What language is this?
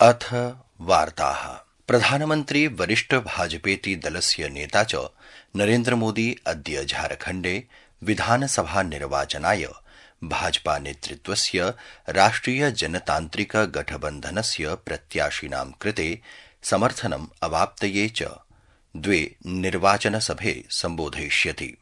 Sanskrit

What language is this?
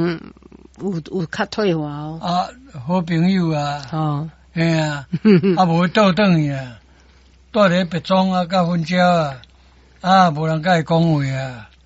Min Nan Chinese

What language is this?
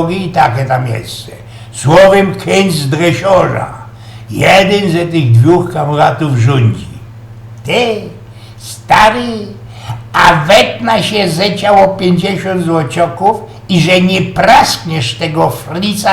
Silesian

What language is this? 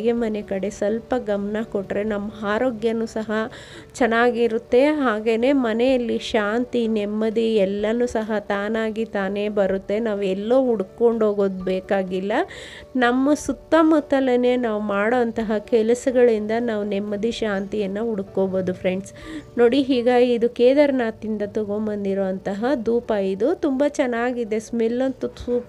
Kannada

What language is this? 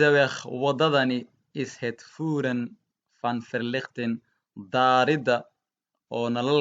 Somali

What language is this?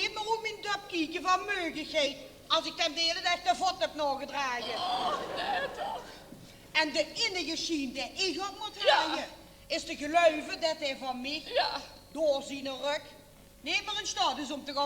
Limburgish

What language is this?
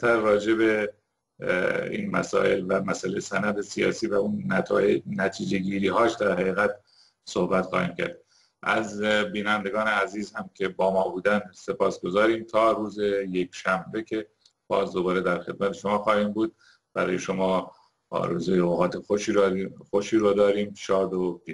Persian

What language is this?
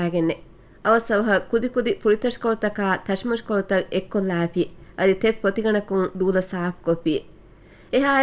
Divehi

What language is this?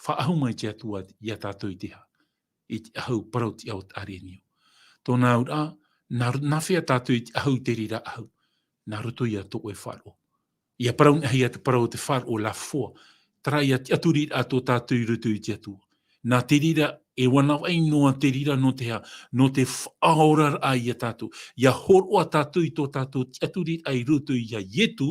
Tahitian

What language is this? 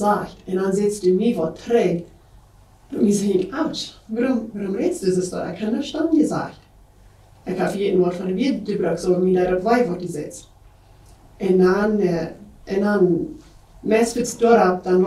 Plautdietsch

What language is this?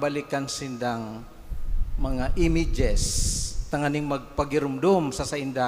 Bikol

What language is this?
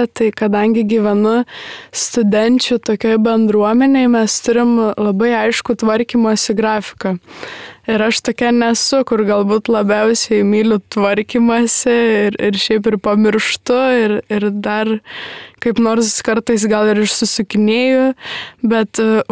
Lithuanian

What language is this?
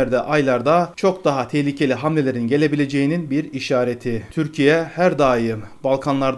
Turkish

